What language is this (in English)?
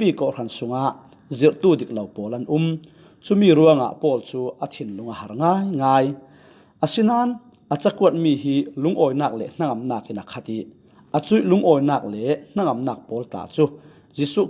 Falam Chin